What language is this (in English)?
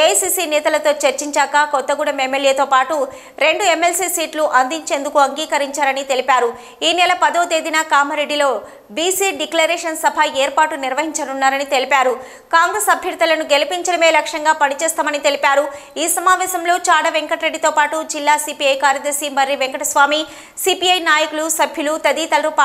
Telugu